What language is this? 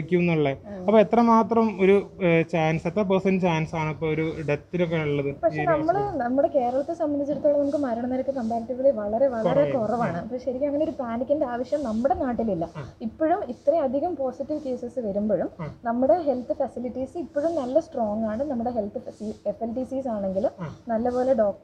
Malayalam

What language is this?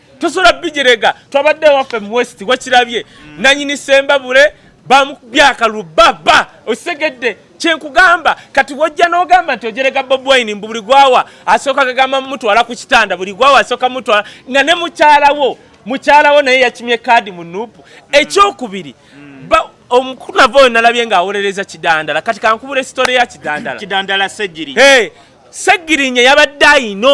Ganda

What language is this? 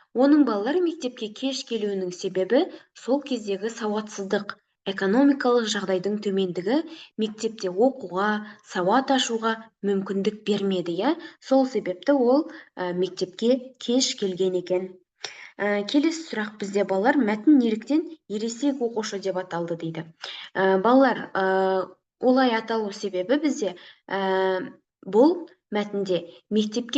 Kazakh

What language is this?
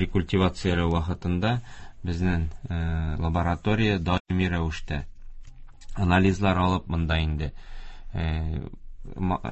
Tatar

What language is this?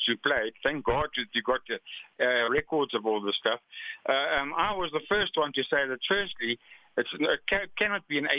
English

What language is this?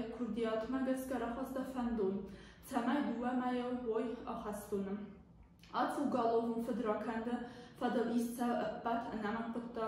Ossetic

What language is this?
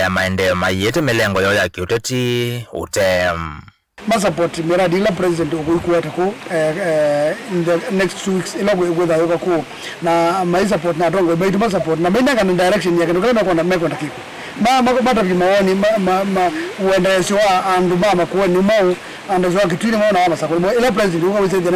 Kamba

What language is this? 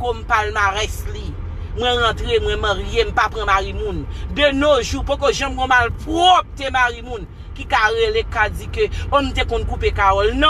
Haitian Creole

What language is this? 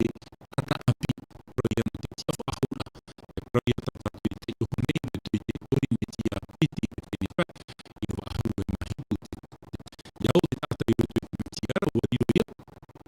Tahitian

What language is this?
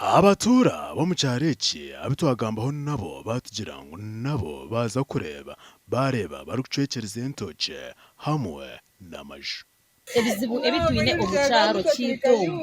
Nyankole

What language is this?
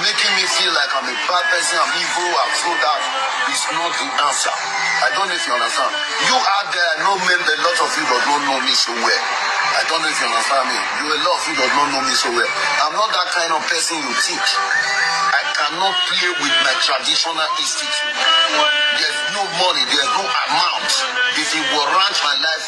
Nigerian Pidgin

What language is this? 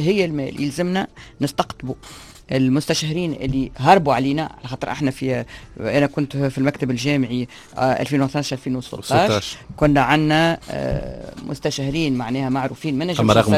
Tunisian Arabic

